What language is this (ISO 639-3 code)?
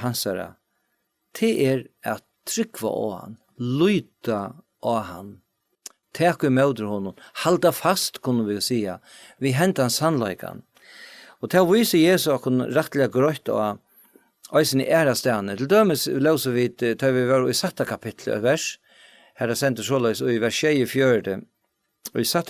fao